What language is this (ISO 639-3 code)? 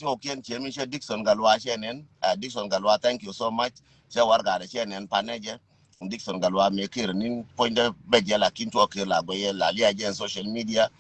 nus